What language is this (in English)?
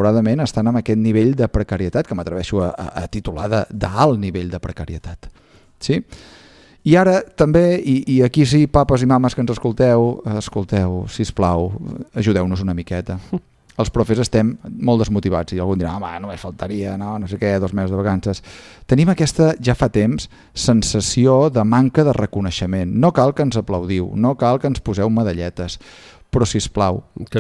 Catalan